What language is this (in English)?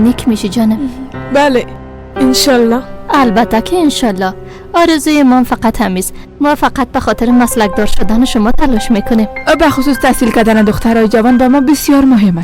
Persian